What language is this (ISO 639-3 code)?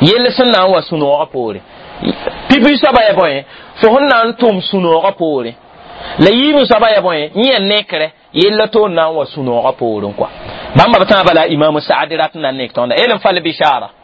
mos